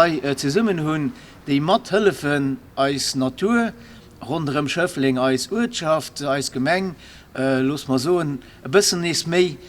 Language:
Luxembourgish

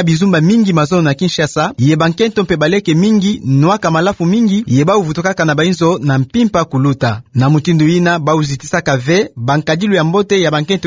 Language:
Kituba (Democratic Republic of Congo)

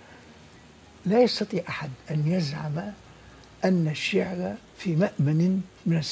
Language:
Tunisian Arabic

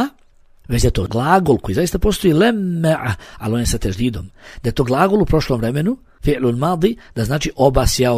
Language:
Bosnian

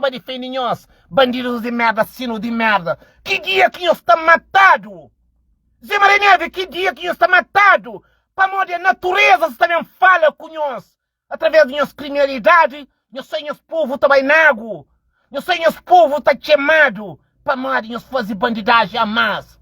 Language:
Kabuverdianu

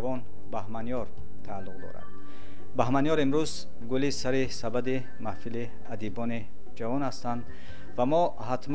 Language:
Tajik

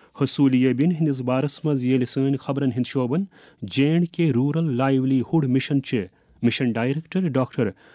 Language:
Kashmiri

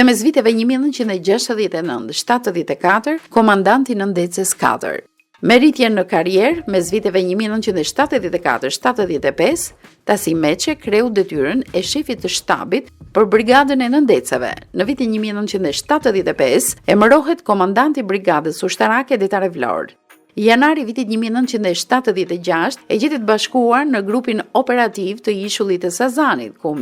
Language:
Albanian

